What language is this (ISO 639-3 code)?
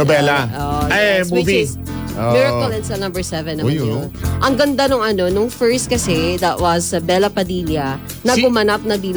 fil